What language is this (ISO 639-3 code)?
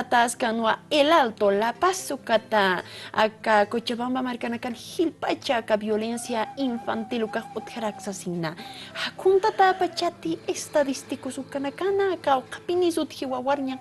aym